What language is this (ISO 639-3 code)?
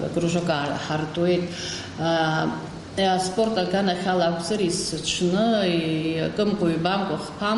abk